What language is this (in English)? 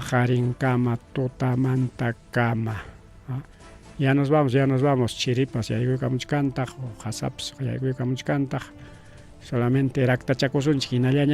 Ayacucho Quechua